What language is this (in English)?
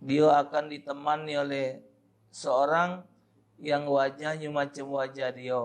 Musi